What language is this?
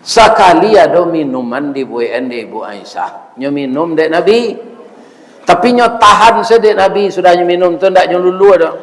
Minangkabau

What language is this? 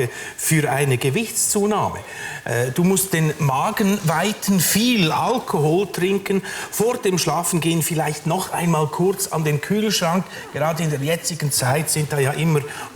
Swiss German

